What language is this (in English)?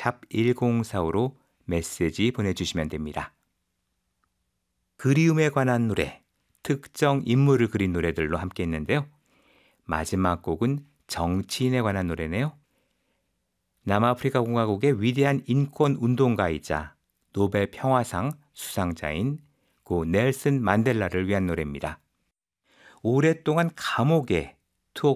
Korean